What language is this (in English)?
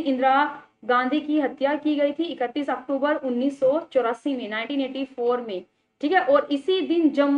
Hindi